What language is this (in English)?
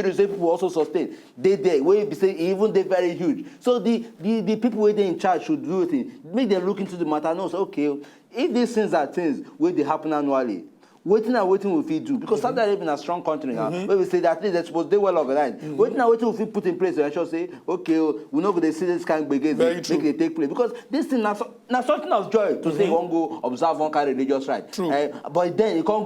Nigerian Pidgin